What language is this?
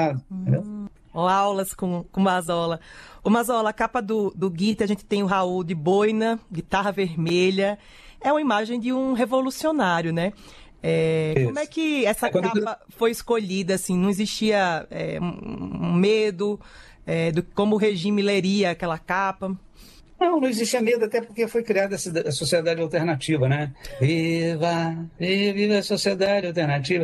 Portuguese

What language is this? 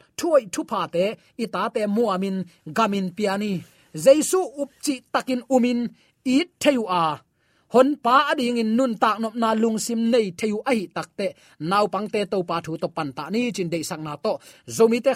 Tedim Chin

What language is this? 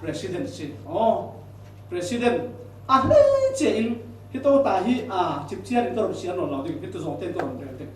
Falam Chin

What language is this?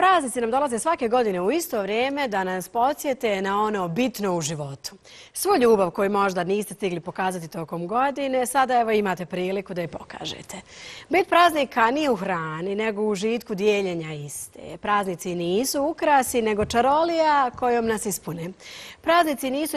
Bosnian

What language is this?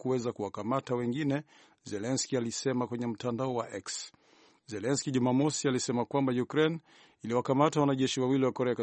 Swahili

